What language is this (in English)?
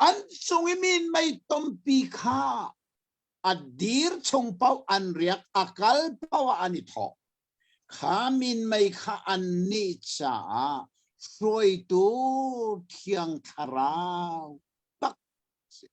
Hakha Chin